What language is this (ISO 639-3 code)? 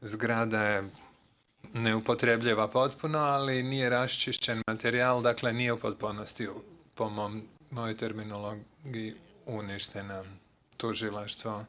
bos